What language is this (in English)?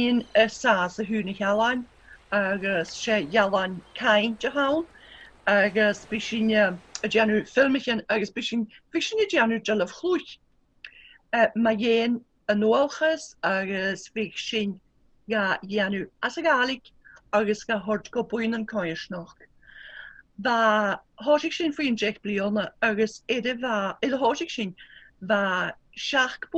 Scottish Gaelic